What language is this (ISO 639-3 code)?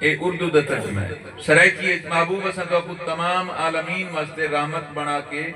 skr